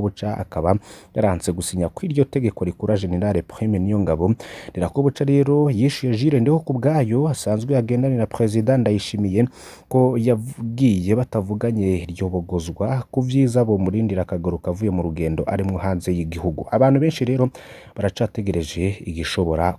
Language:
Rundi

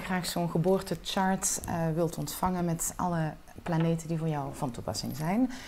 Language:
Dutch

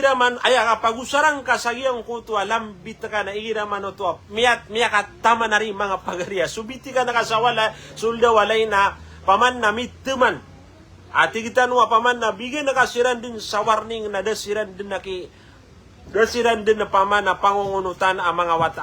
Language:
Maranao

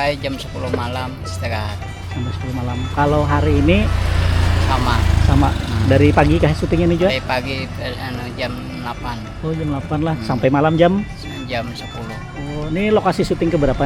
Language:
Banjar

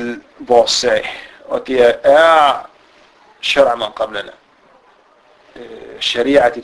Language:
Danish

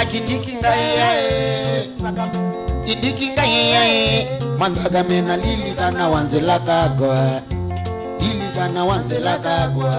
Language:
Kamba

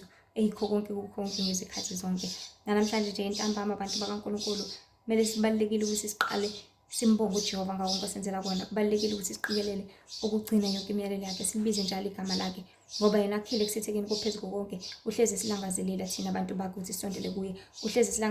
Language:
Zulu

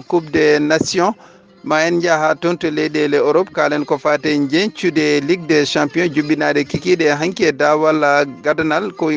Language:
Fula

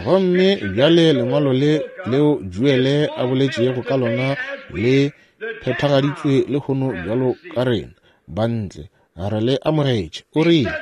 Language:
Northern Sotho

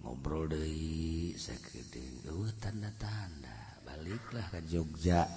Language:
Sundanese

